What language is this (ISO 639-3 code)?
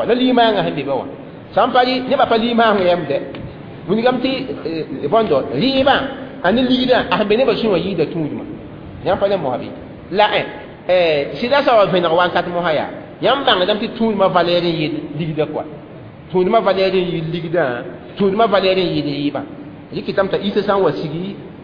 mos